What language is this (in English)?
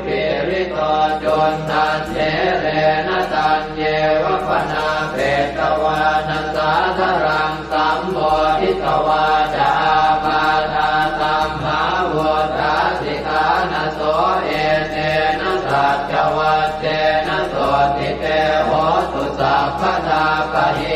Pali